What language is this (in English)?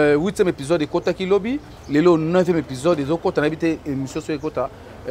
Lingala